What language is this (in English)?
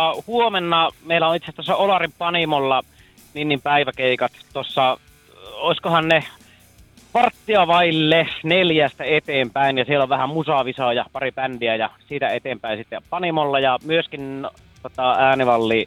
Finnish